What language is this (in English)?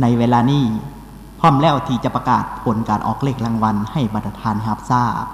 Lao